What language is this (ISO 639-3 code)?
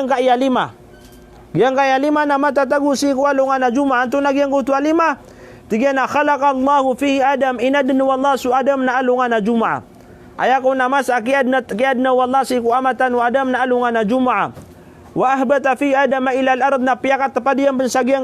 mrw